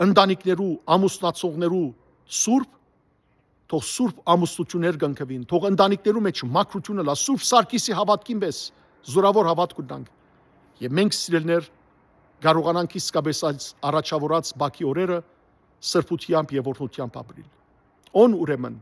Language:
Western Armenian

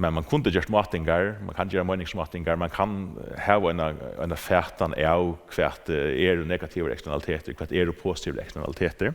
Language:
Faroese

